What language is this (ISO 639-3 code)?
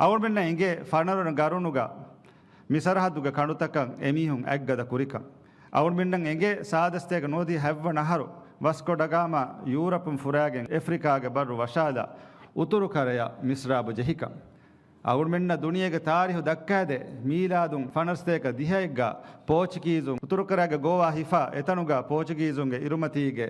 div